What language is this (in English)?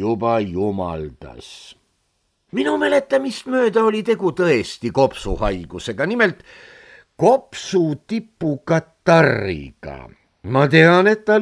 Estonian